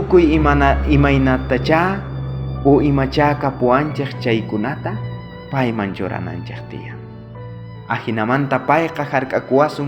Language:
South Bolivian Quechua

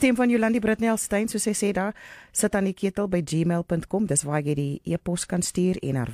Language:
Afrikaans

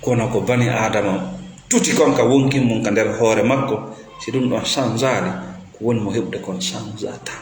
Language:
Fula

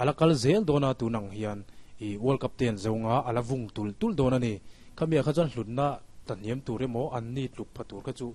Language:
Mizo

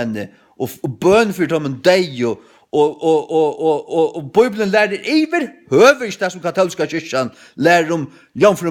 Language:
Faroese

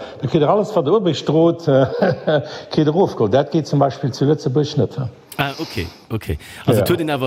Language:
Luxembourgish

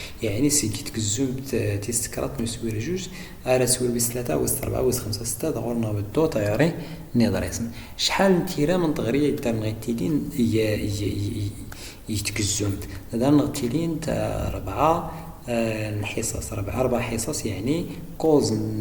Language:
Moroccan Arabic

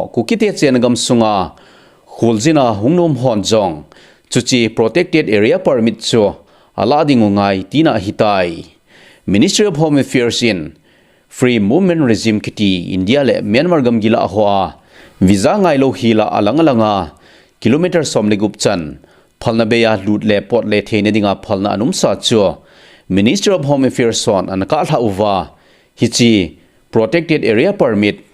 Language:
Thado Chin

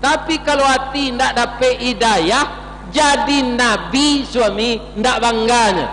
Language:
Minangkabau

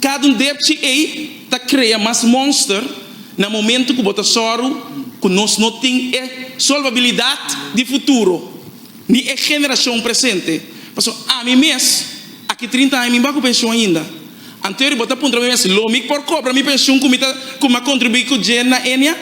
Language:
Papiamento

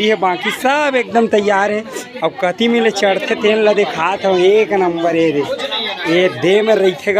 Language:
Chhattisgarhi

